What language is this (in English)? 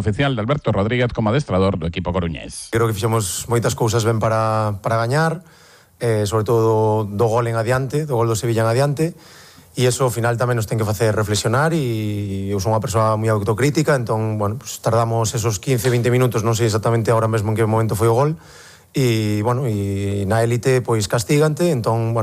Galician